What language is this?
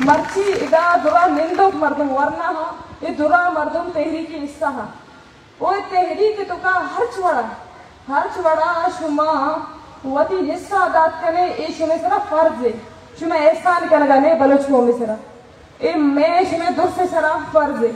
Baluchi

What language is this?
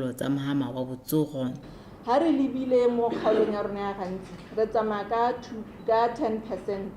Tswana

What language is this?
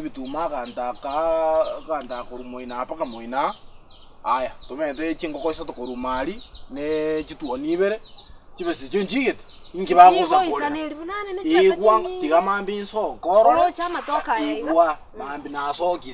Gusii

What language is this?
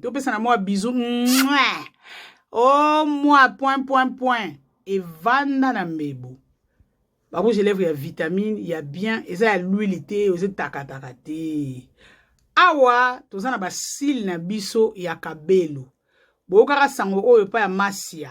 Lingala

